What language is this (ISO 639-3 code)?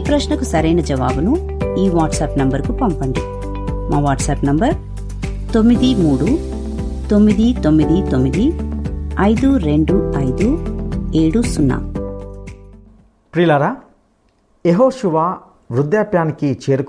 tel